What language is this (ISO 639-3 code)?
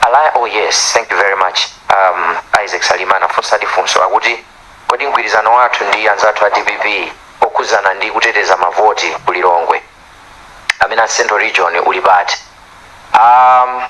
nya